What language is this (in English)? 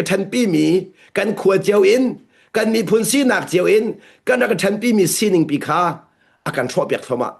Hakha Chin